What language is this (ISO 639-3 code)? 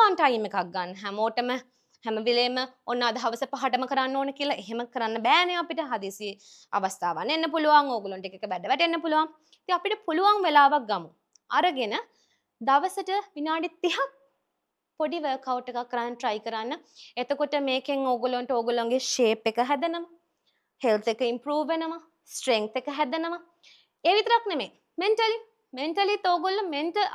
sin